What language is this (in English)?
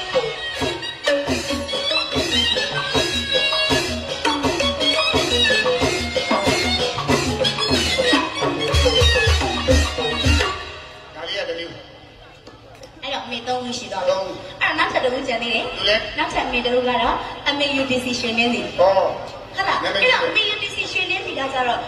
Burmese